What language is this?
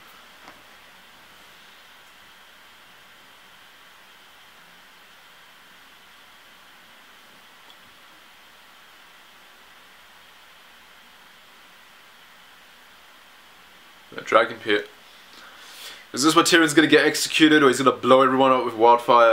English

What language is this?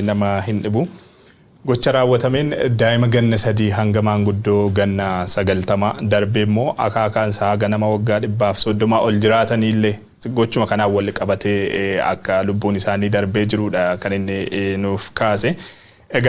Oromo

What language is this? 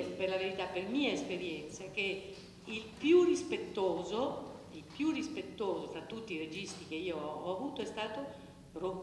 Italian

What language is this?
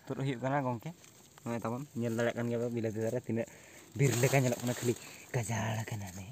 Santali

